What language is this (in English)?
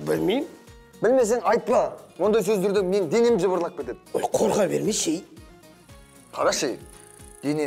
Kazakh